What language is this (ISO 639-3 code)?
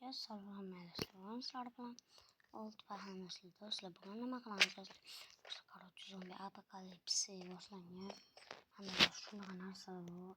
uzb